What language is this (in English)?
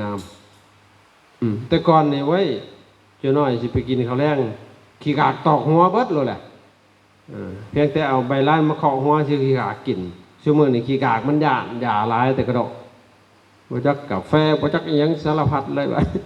Lao